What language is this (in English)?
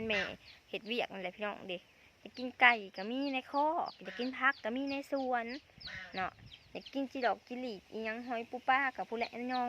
Lao